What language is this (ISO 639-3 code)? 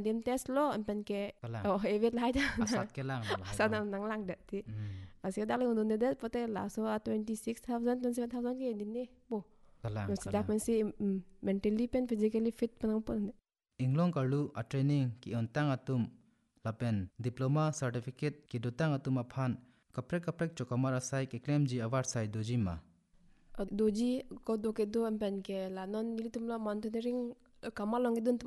mjw